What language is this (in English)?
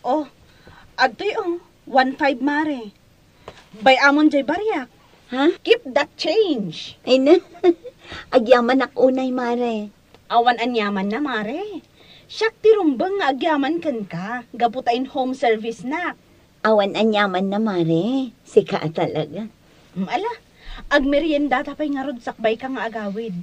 Iloko